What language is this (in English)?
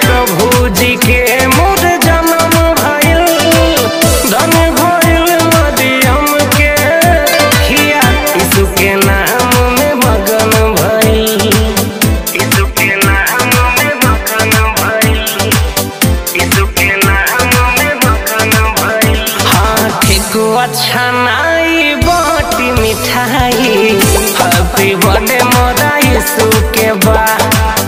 Bhojpuri